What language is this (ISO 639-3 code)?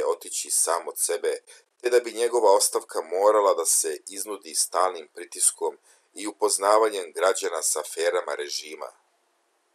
srp